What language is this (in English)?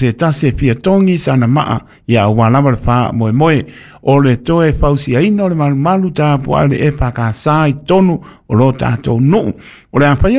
Samoan